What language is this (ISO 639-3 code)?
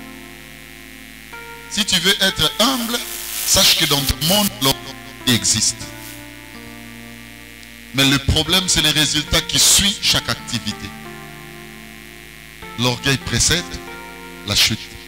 fra